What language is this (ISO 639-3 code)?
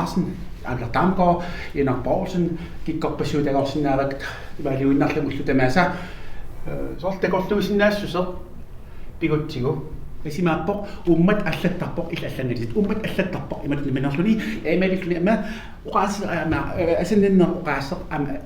kal